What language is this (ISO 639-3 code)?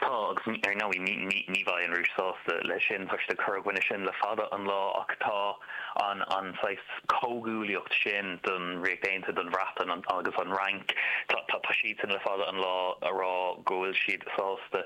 gle